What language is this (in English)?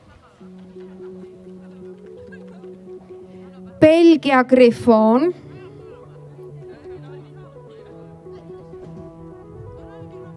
Estonian